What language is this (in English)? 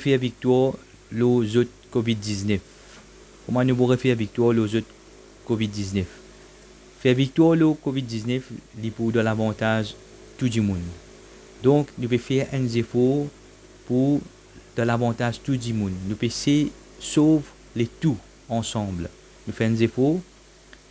Morisyen